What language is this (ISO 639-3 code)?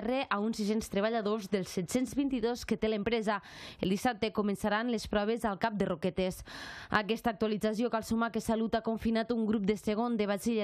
cat